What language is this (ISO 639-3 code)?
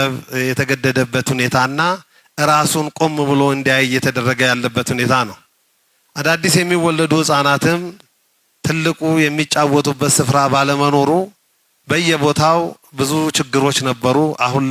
amh